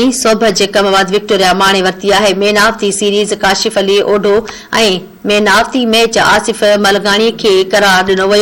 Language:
Sindhi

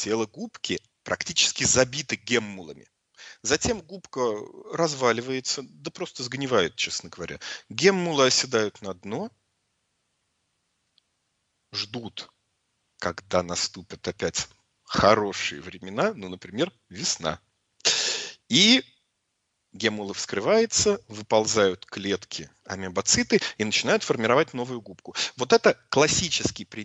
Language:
Russian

